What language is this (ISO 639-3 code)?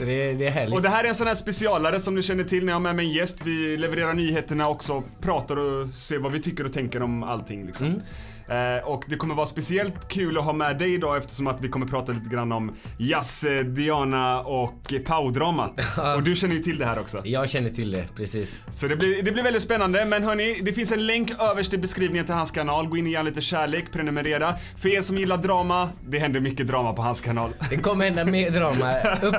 swe